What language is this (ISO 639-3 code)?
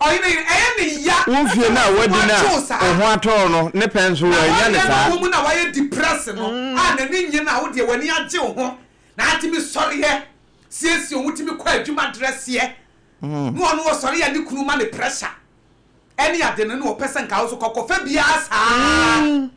aka